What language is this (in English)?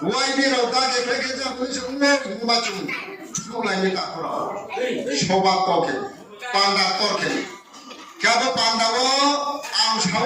Riang (India)